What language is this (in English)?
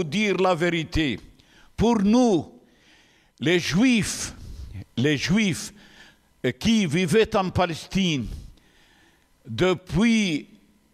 French